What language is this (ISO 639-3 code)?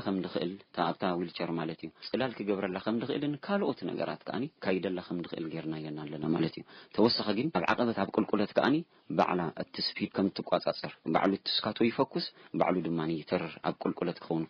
tir